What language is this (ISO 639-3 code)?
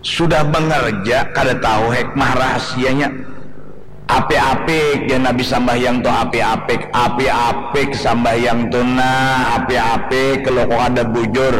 bjn